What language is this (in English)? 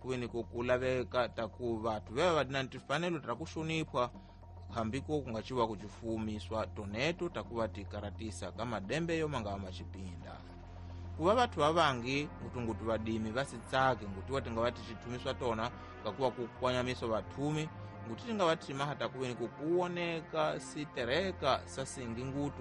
Tsonga